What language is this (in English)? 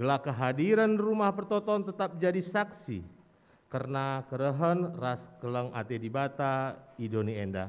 Batak Karo